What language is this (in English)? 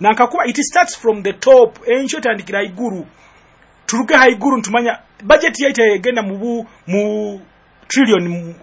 Nyoro